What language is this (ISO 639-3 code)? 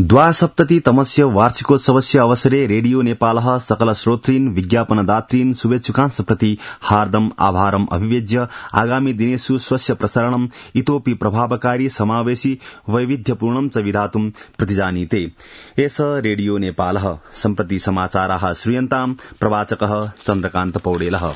san